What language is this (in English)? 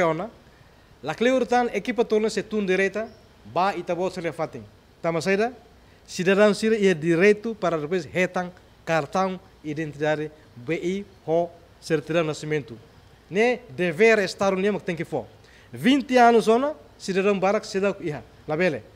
Tetum